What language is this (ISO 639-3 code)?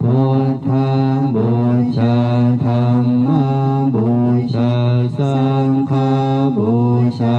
pli